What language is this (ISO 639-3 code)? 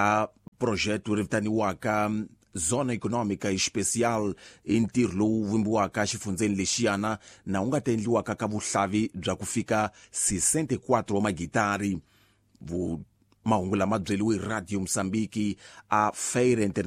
tso